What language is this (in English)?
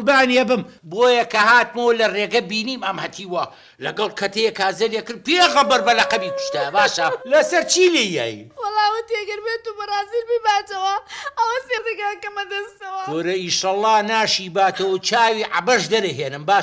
Central Kurdish